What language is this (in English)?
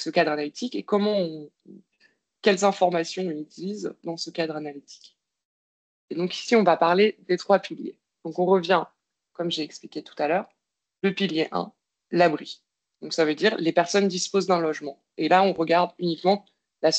French